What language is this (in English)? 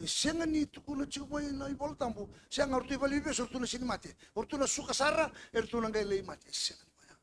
Fijian